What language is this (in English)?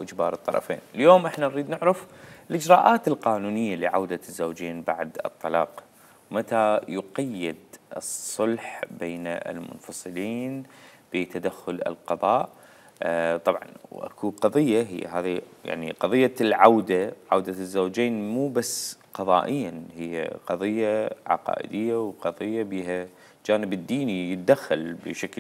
Mesopotamian Arabic